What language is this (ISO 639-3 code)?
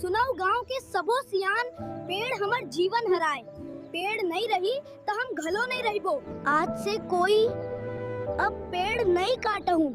hne